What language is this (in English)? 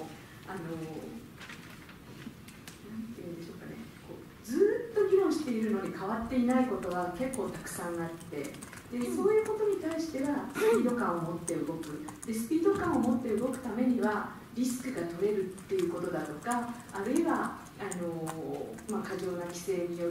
Japanese